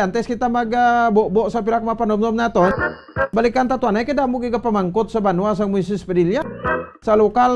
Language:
Hiligaynon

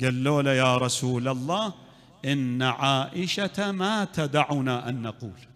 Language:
Mesopotamian Arabic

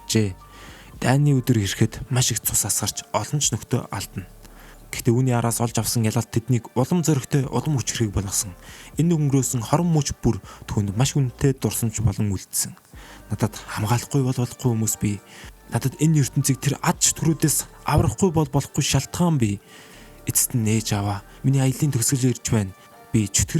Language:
Mongolian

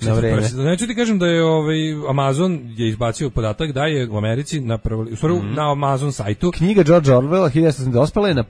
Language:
Serbian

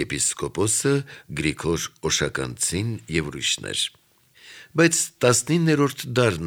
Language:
Armenian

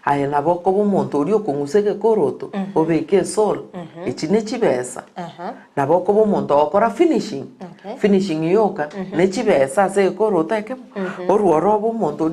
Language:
Gusii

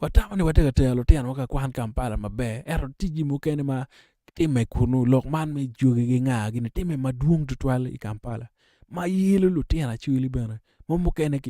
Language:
Acoli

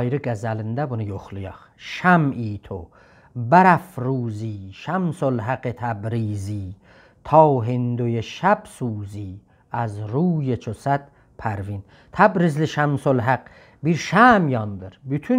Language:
South Azerbaijani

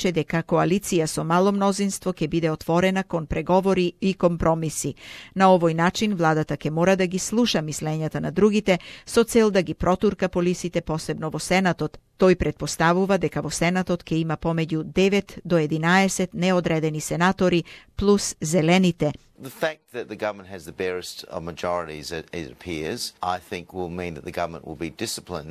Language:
Macedonian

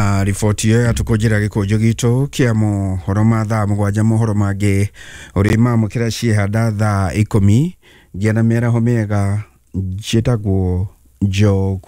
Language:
Kikuyu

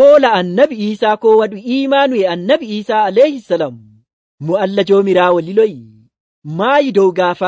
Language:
Nigerian Fulfulde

